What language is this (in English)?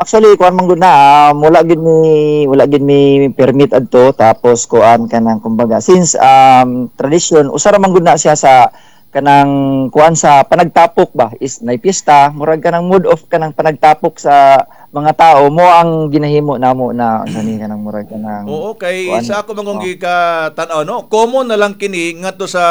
Cebuano